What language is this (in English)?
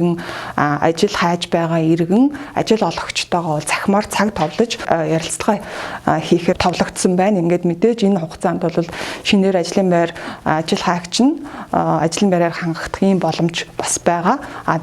Mongolian